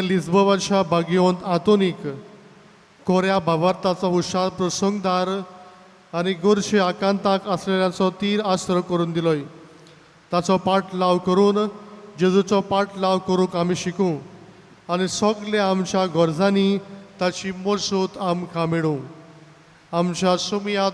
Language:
Konkani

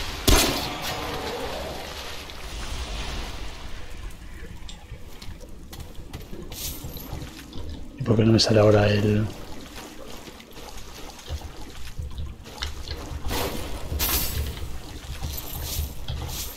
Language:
Spanish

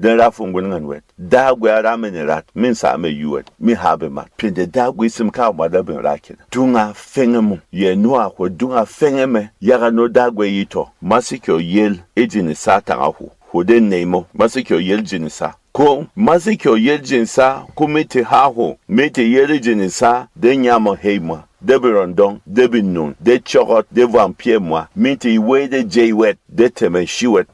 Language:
Berom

